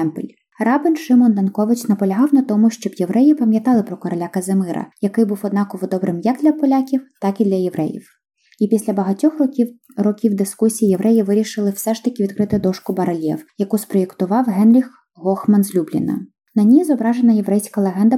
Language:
Ukrainian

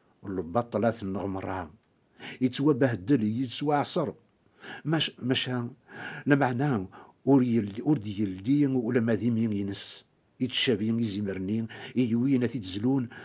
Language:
Kabyle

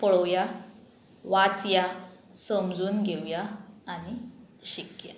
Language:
Konkani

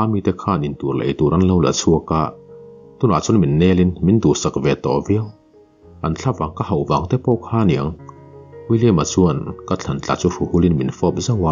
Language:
Mizo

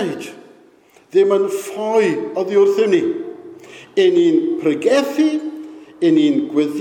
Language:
Welsh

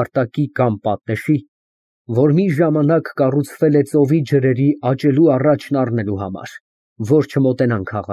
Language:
Armenian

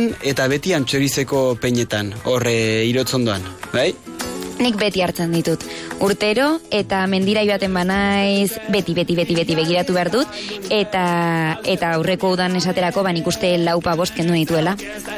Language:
Basque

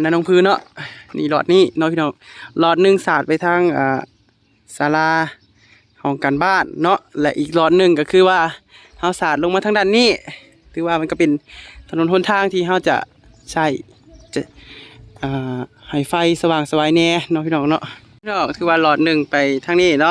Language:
Northeastern Thai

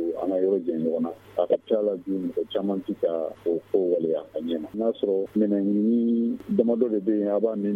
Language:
Bambara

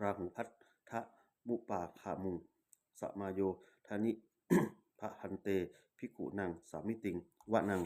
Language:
Pali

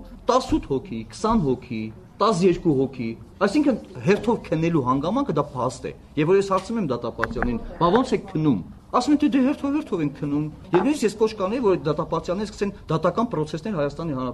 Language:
Armenian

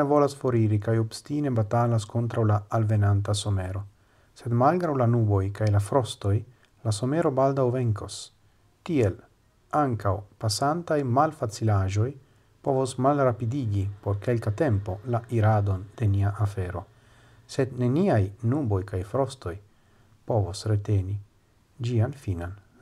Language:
Esperanto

